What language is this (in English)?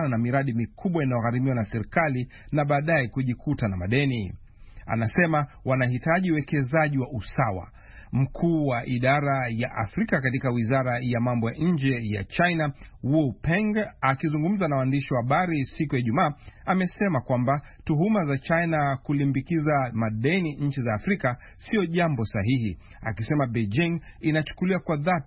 Swahili